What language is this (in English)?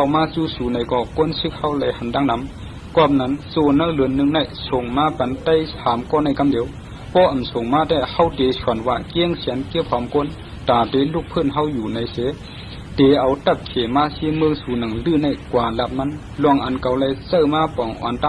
Shan